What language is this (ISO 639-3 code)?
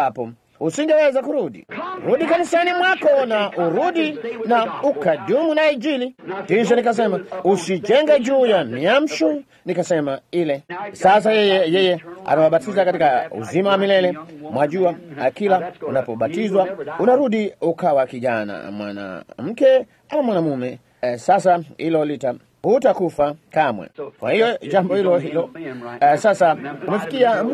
swa